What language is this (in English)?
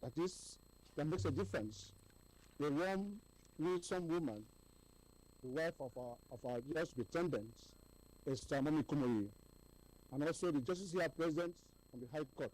Ewe